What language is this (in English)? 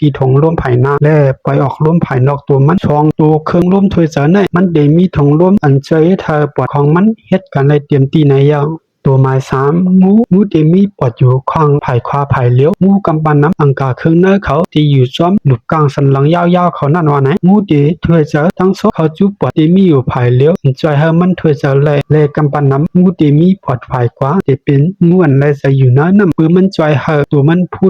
Shan